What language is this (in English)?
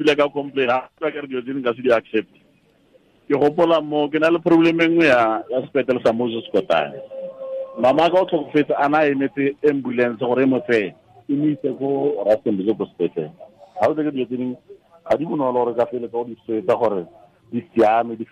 Tswana